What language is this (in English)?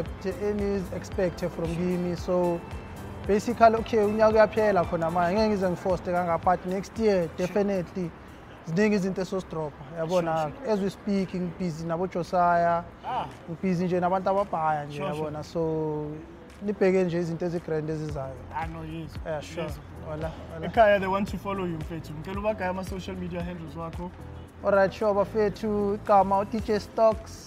Zulu